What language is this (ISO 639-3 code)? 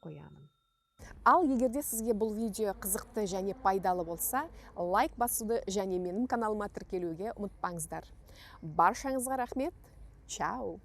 kaz